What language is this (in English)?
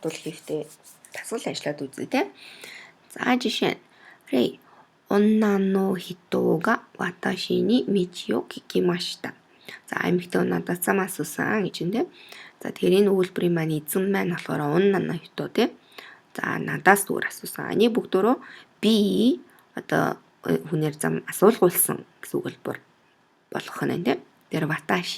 Mongolian